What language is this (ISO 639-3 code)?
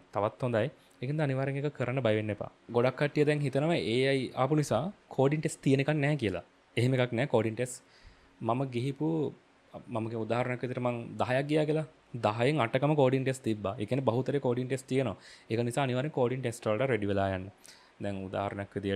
sin